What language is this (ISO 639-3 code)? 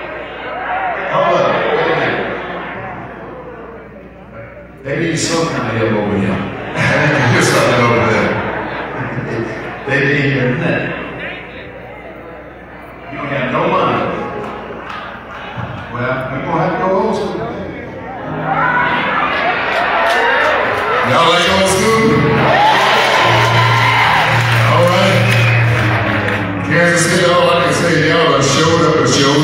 eng